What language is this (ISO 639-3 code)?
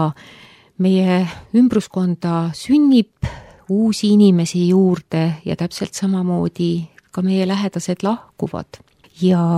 est